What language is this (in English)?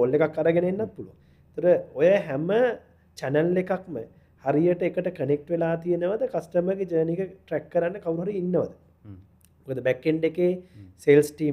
Sinhala